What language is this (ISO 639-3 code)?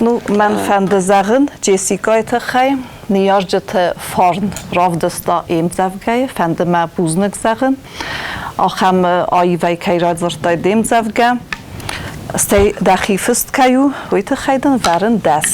oss